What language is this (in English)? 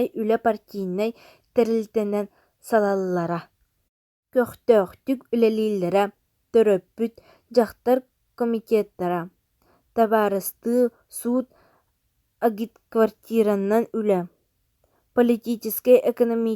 Yakut